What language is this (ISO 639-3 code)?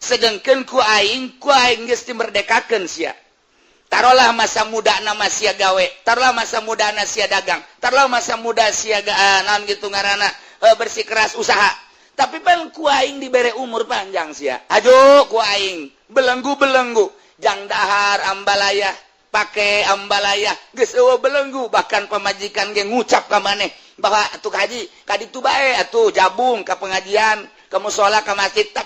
sun